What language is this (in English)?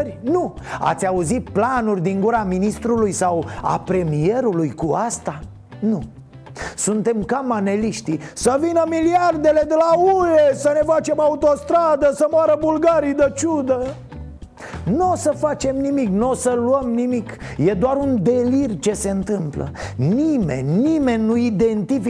Romanian